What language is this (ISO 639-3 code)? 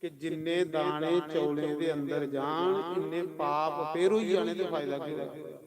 doi